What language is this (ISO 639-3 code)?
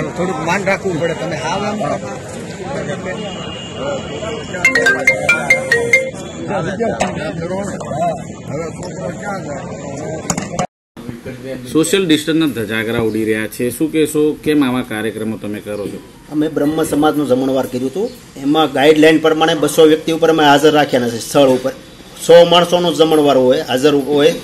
guj